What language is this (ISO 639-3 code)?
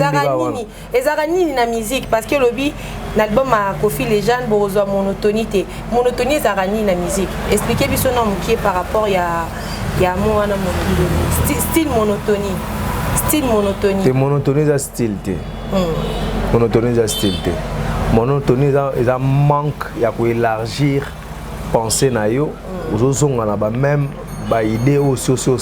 lin